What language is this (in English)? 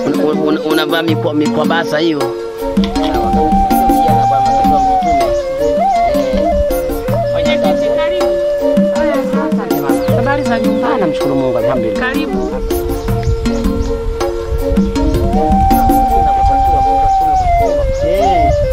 Swahili